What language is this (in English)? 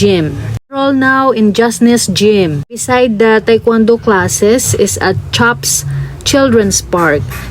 Hiligaynon